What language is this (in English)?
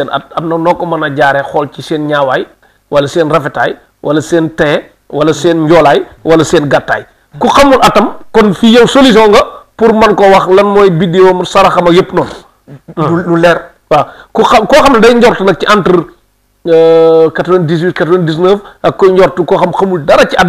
Wolof